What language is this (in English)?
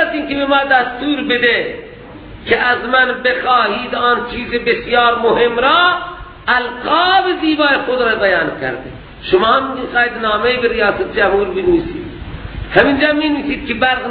Persian